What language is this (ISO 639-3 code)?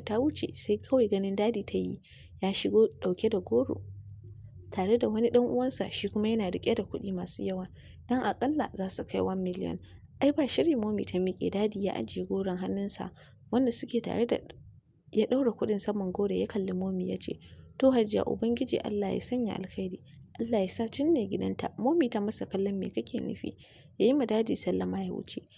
hau